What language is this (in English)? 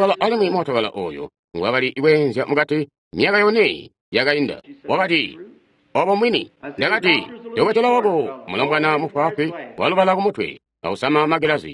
Tonga (Zambia)